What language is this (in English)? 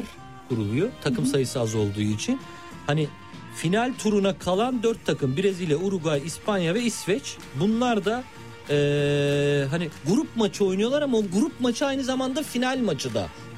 Turkish